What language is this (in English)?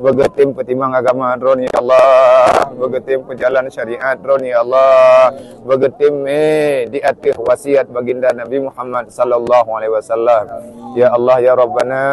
Achinese